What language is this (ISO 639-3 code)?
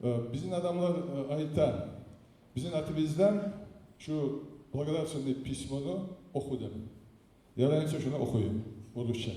kum